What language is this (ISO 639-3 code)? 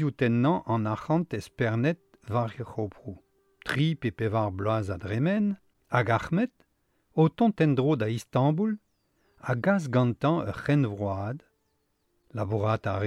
bre